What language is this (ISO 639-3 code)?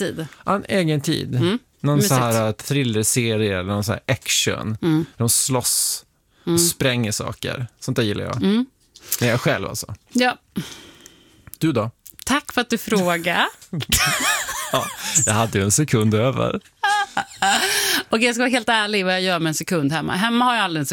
swe